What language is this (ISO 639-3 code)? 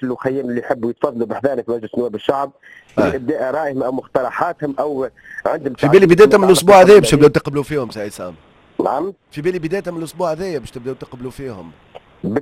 aeb